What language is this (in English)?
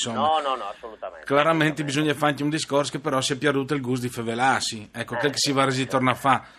Friulian